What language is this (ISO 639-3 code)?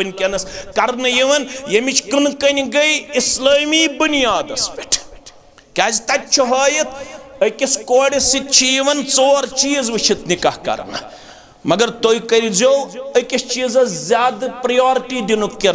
kas